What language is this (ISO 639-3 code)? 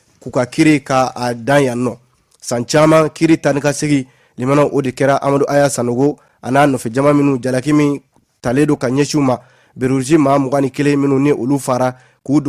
bam